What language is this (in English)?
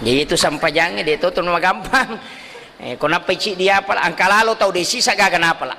Buginese